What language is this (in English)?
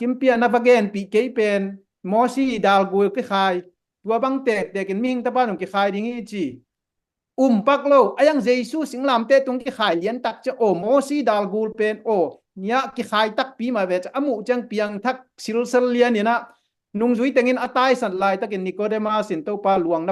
Tedim Chin